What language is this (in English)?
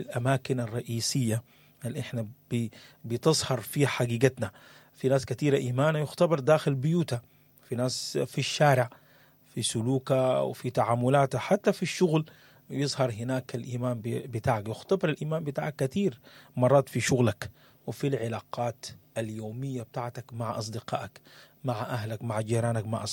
Sudanese Arabic